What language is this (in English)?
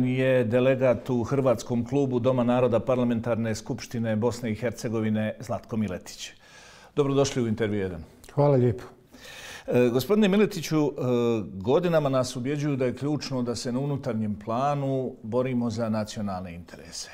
Bosnian